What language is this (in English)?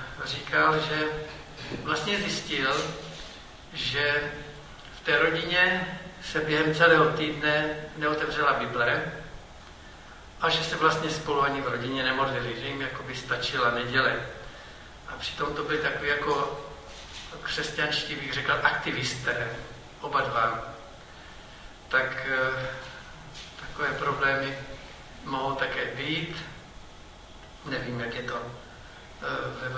Czech